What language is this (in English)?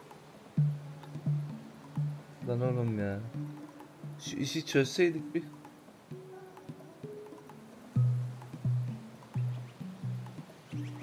Turkish